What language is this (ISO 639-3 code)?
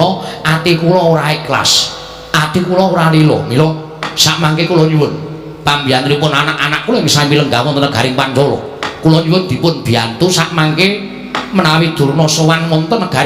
jav